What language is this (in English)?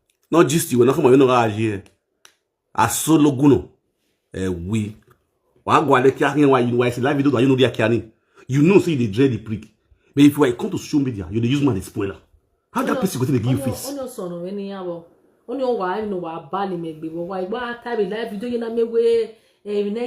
Nigerian Pidgin